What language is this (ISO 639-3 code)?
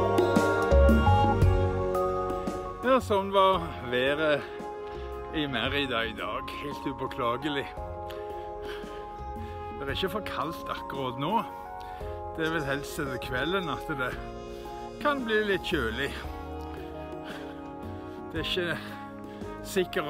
nor